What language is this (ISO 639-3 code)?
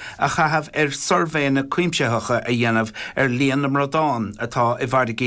gle